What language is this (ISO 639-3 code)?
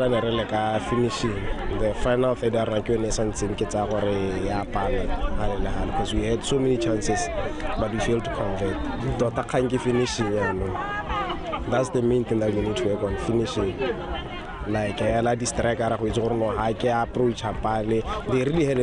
tsn